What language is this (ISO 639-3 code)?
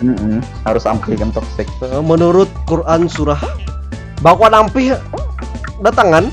bjn